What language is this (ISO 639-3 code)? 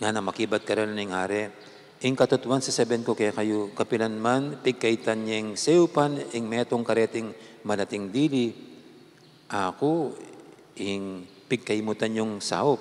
pam